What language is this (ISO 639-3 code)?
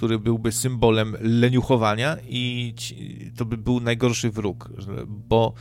pol